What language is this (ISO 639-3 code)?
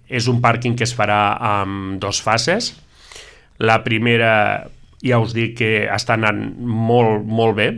cat